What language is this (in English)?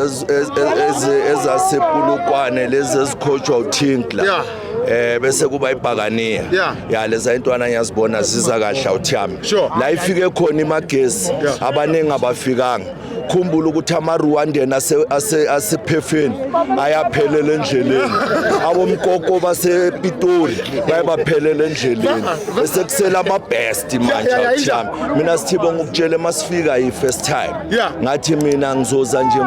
Zulu